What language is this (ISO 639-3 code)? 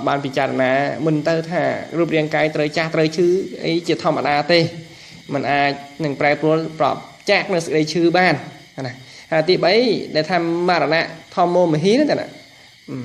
khm